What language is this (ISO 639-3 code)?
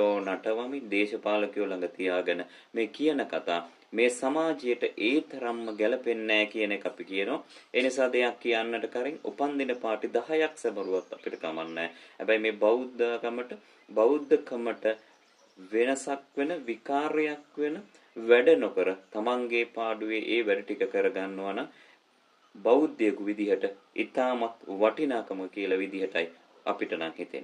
sin